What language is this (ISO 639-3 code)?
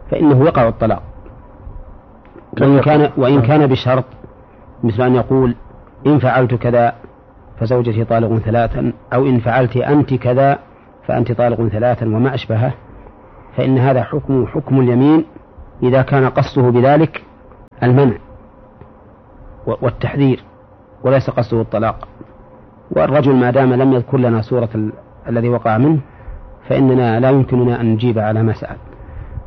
ara